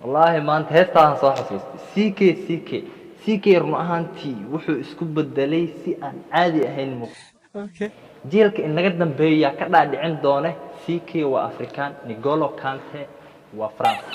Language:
Somali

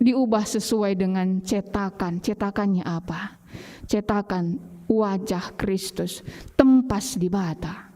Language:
Batak Karo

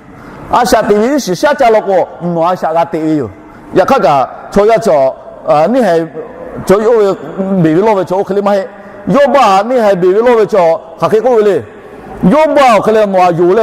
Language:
Lahu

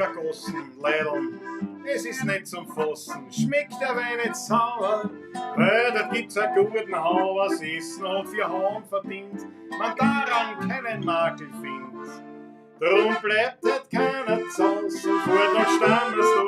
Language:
Bavarian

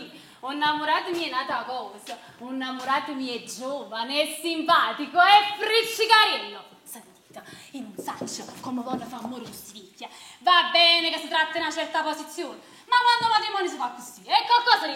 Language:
Neapolitan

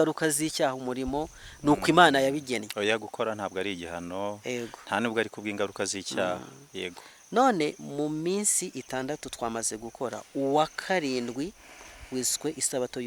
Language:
Kinyarwanda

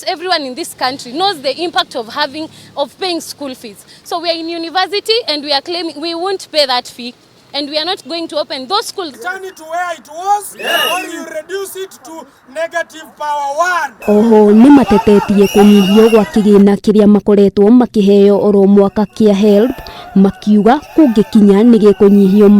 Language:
Kikuyu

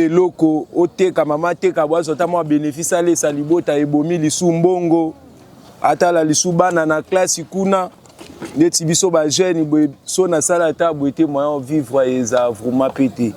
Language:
Lingala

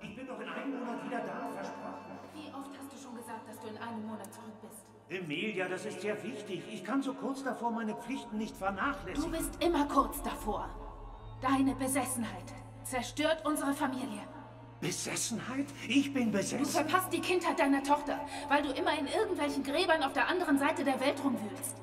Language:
Bavarian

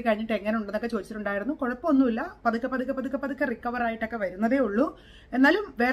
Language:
Malayalam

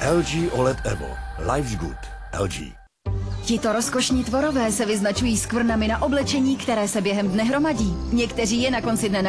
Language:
Czech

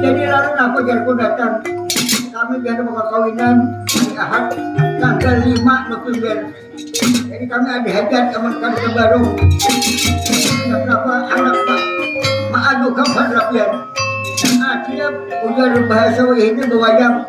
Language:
Banjar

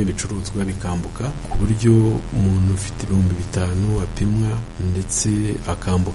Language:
Kinyarwanda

